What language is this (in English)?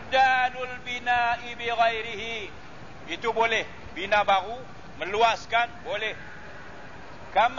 Malay